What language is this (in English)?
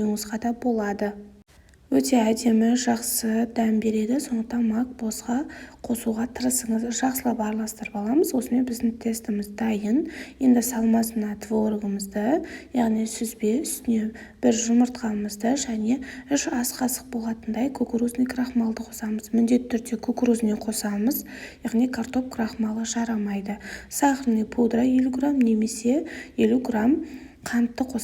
Kazakh